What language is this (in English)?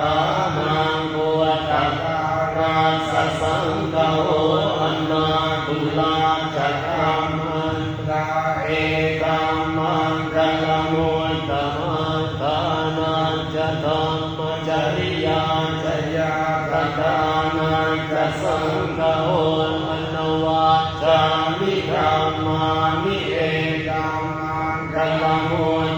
Pali